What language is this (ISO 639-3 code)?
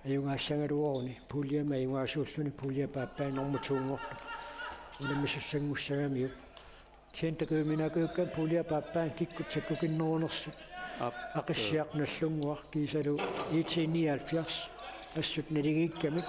kal